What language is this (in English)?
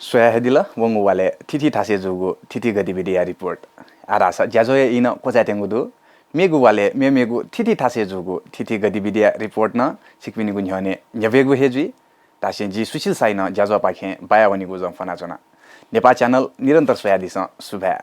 Newari